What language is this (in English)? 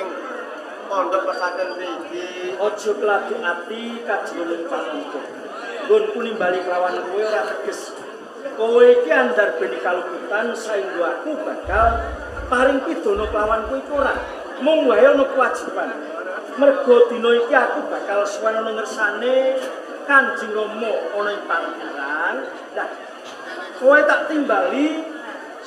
Javanese